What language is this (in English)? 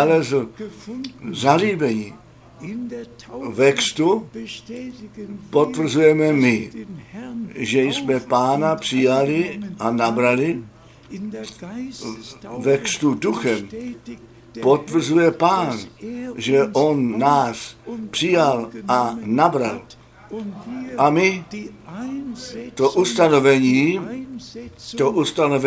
Czech